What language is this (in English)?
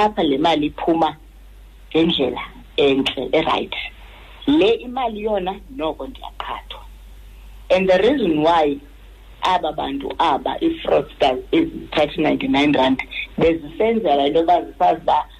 Xhosa